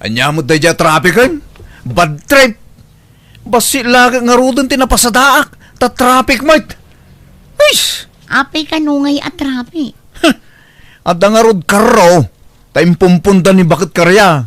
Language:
Iloko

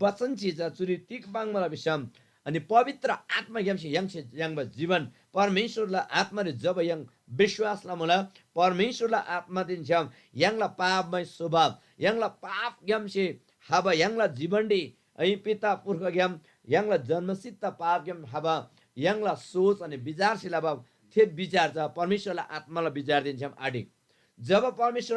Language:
Eastern Tamang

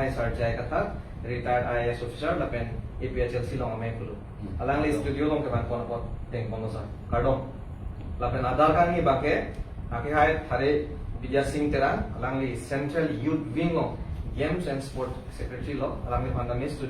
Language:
Karbi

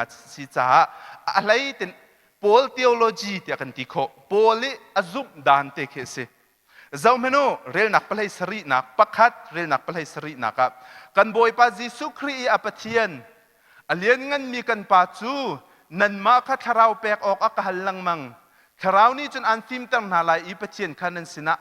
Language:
Hakha Chin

